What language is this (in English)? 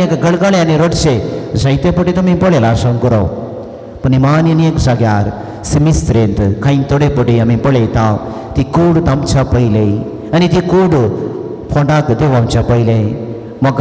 Konkani